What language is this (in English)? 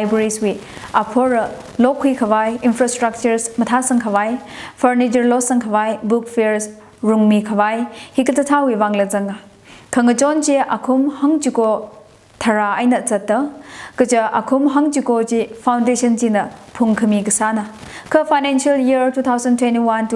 Tangkhul Naga (India)